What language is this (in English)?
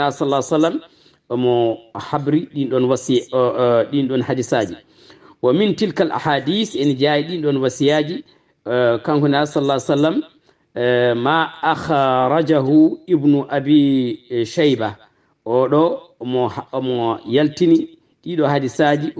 Fula